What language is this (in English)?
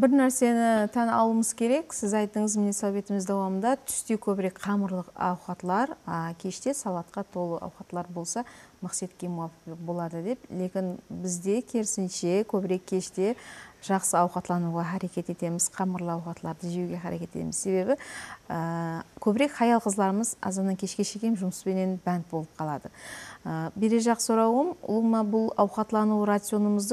Kara-Kalpak